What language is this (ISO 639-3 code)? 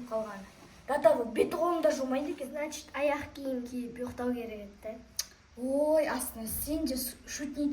kaz